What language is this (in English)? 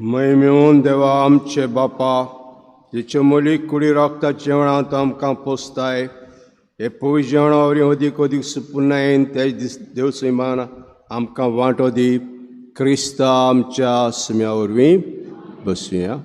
Konkani